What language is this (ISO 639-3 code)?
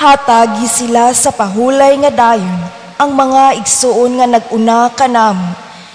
ceb